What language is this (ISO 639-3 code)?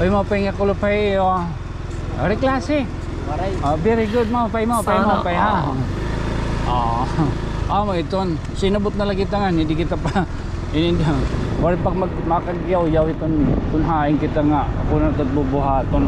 war